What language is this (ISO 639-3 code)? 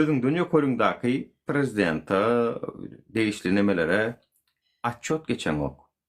tuk